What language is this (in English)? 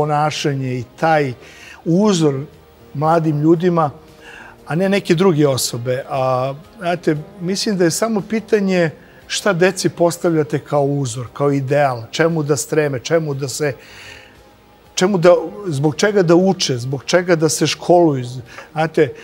Serbian